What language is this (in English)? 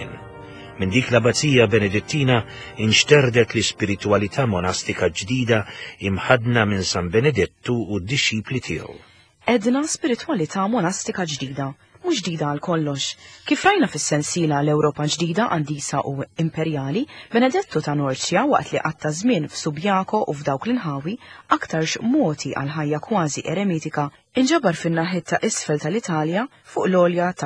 Maltese